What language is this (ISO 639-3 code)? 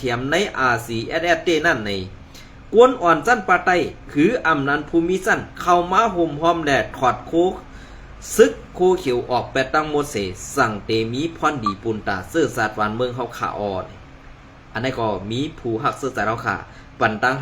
shn